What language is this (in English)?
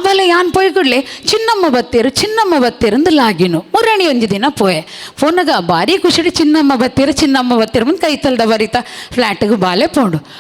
Tulu